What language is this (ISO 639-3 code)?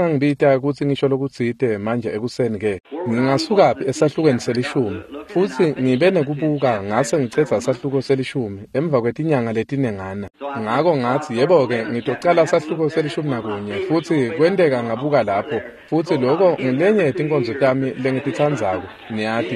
ssw